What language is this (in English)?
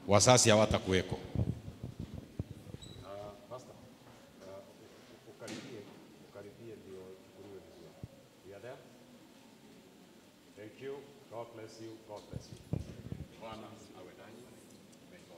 Swahili